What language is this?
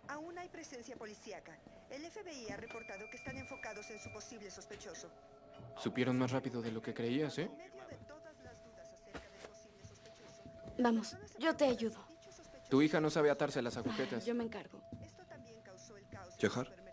Spanish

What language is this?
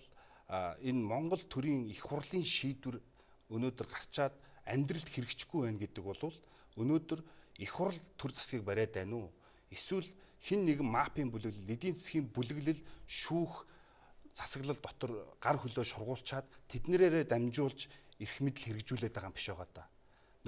Mongolian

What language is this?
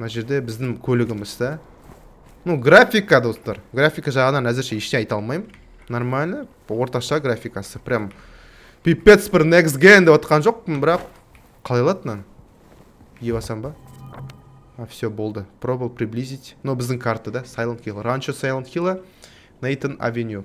Kazakh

